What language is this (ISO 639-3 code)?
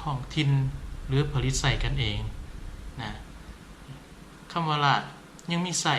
lao